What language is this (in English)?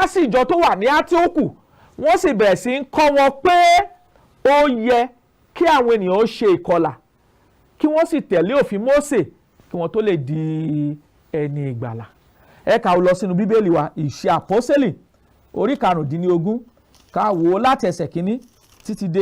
Yoruba